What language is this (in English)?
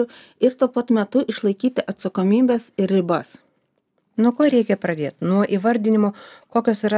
Lithuanian